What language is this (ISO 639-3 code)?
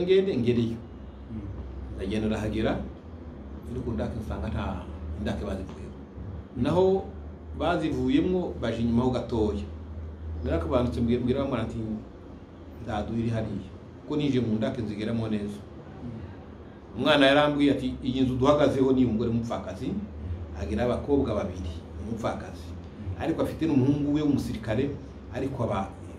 kin